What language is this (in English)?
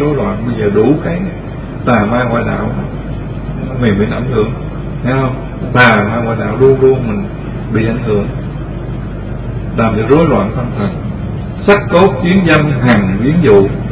Vietnamese